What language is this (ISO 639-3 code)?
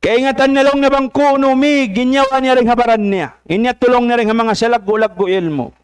tsg